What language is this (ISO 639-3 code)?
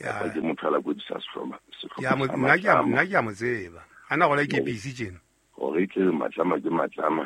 sot